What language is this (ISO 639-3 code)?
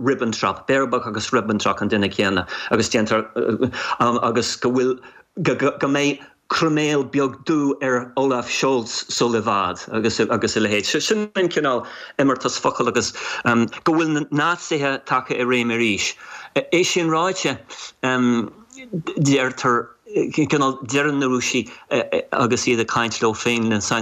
gle